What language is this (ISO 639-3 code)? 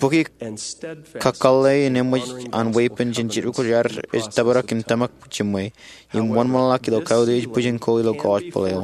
mah